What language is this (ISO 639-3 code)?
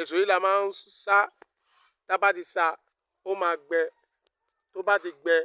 yor